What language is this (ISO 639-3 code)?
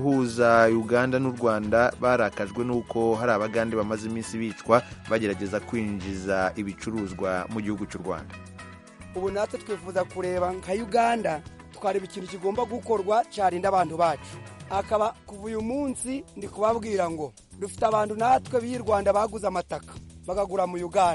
kin